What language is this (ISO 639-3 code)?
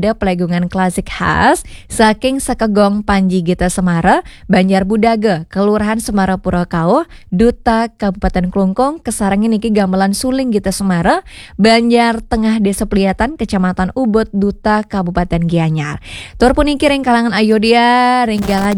ban